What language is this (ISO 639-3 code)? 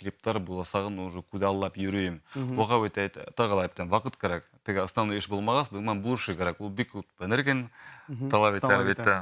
bak